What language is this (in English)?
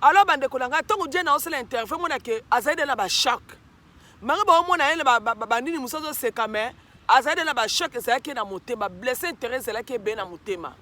Lingala